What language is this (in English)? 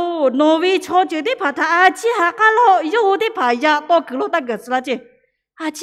Lahu